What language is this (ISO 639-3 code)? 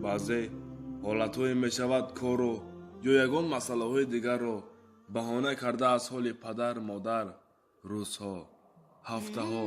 tgk